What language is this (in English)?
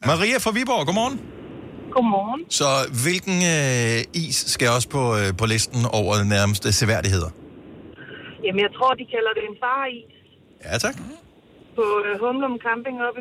Danish